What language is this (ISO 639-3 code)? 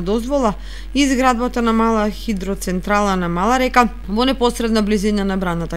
mkd